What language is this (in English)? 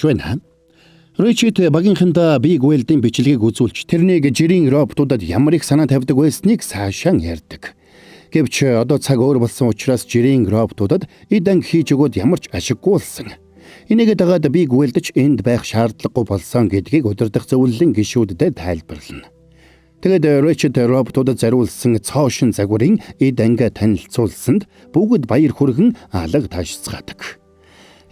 Mongolian